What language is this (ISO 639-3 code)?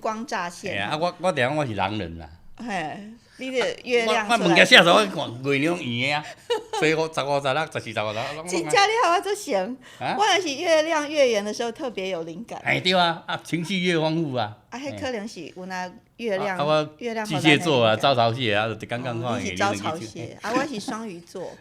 nan